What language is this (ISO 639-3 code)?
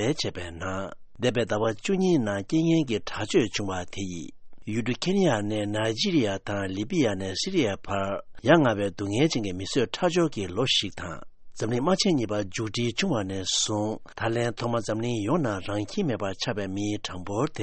bod